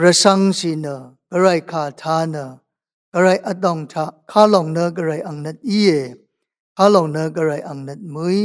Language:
Rawang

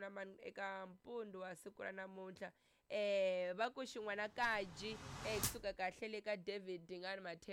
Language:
Tsonga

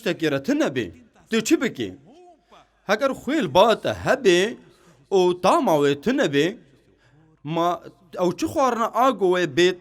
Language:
Kurdish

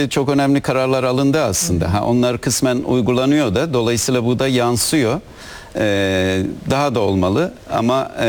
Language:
Turkish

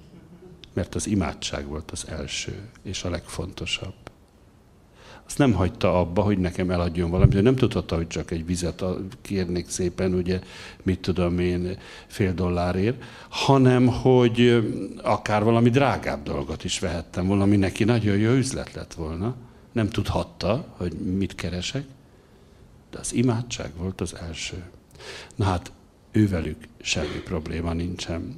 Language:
Hungarian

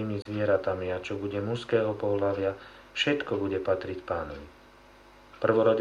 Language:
Slovak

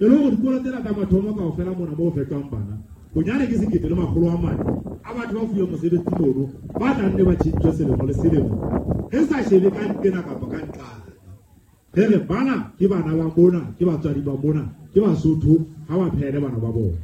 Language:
Southern Sotho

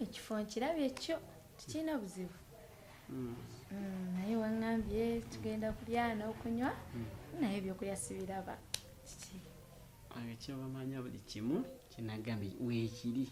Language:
Ganda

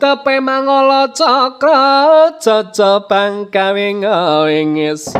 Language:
Javanese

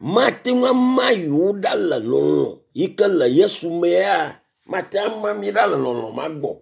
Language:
Ewe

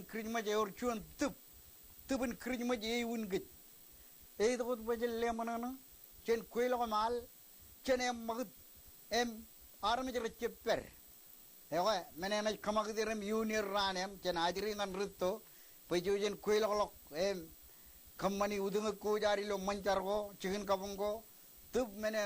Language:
Marshallese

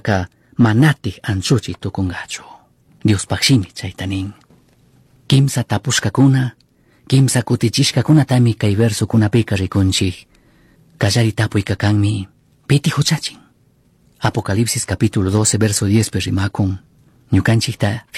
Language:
Chimborazo Highland Quichua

